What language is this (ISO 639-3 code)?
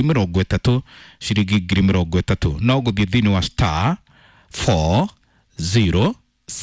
kik